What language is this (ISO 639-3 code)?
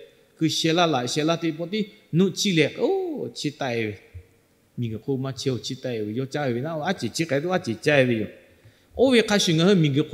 lhu